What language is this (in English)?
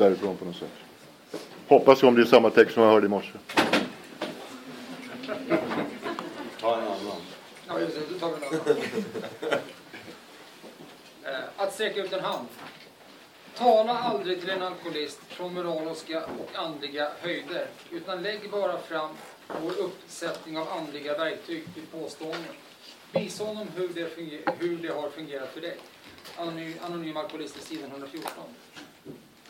Swedish